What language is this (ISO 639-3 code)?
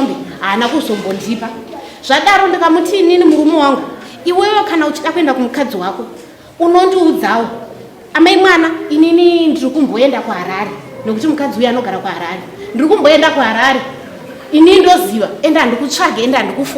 sna